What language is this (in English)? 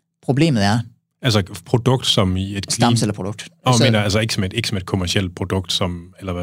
Danish